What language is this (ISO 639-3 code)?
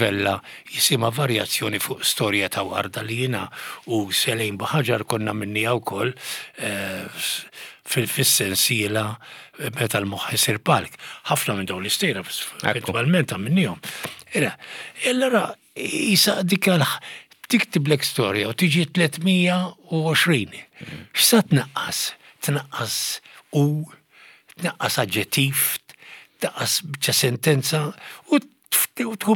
mlt